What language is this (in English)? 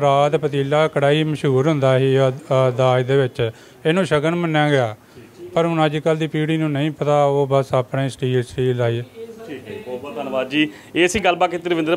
Punjabi